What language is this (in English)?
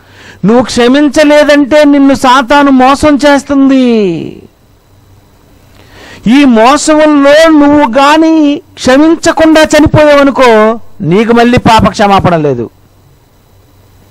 Telugu